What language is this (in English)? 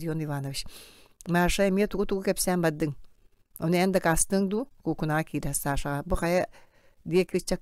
Yakut